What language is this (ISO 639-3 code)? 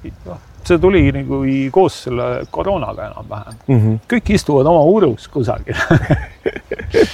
est